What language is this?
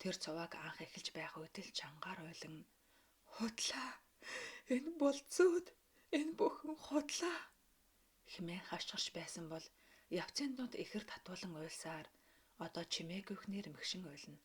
Mongolian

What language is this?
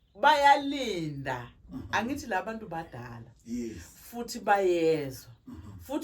Zulu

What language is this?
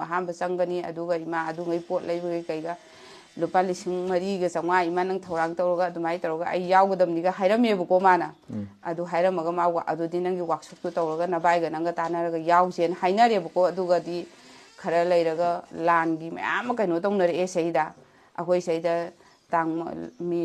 Manipuri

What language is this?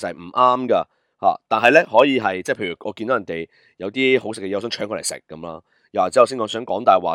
Cantonese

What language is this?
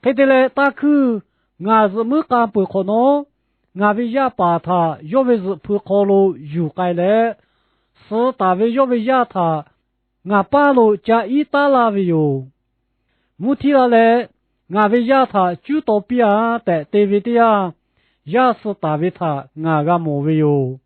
Lahu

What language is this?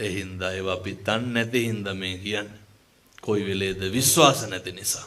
Sinhala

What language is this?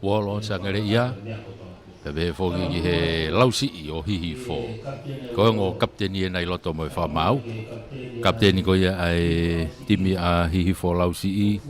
Tongan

